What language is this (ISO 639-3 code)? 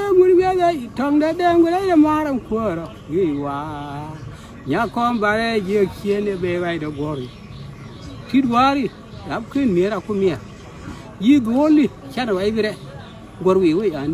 nus